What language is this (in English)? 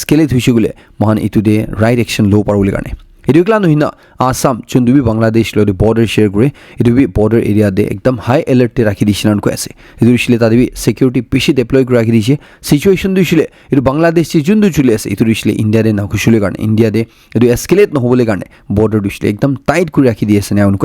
Naga Pidgin